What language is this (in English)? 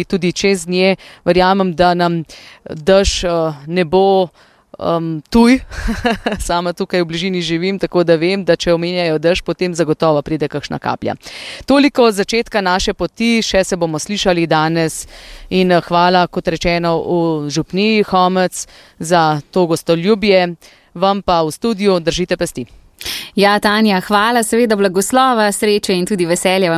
Slovenian